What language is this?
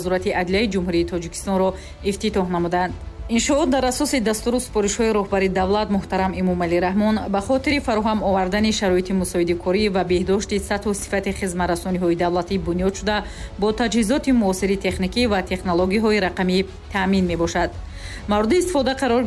Tajik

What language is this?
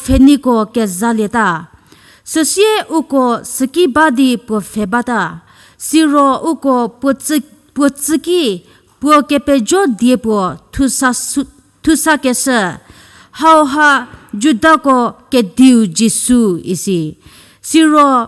Angami Naga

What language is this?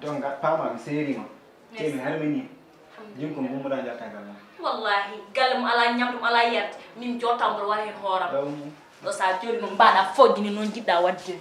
Fula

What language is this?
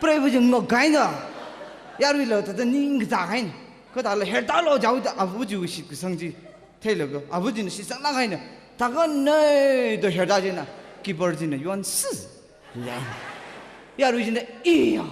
Tangkhul Naga (India)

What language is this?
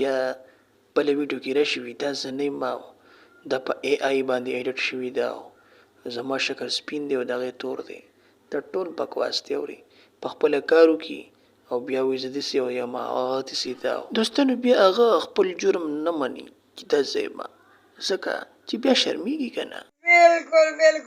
Pashto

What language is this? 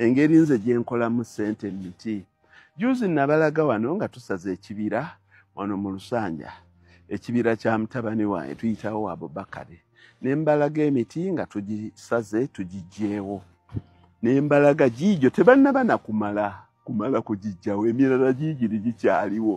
Ganda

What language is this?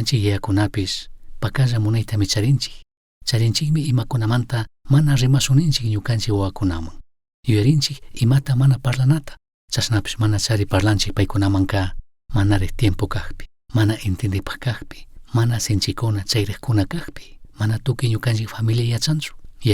Chimborazo Highland Quichua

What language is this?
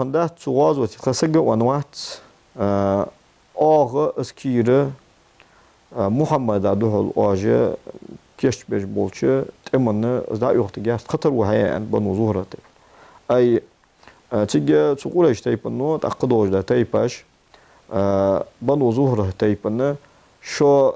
Ingush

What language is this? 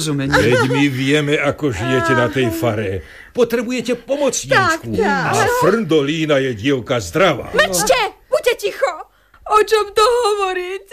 Slovak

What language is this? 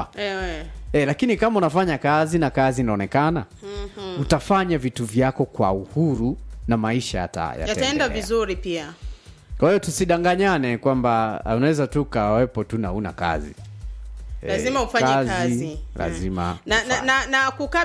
Swahili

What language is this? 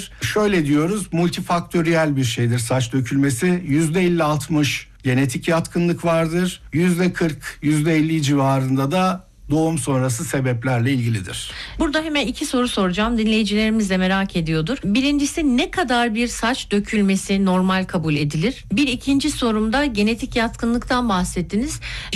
Turkish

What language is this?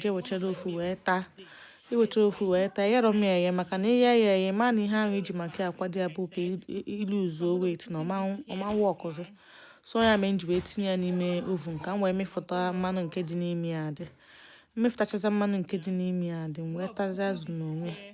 Igbo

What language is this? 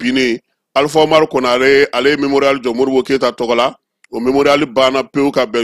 Bambara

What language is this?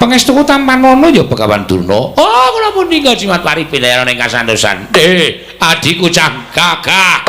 Javanese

